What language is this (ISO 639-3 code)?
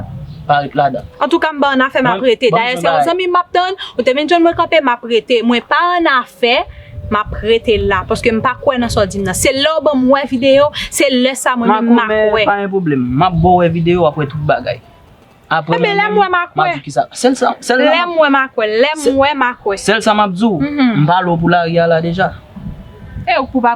hat